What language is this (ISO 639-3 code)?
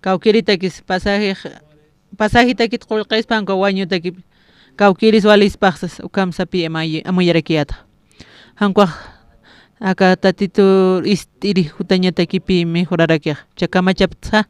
aym